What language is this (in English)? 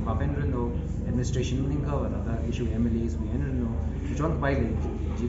Tangkhul Naga (India)